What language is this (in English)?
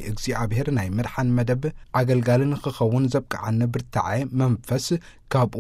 Tigrinya